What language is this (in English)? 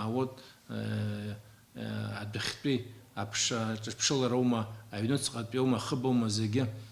Abkhazian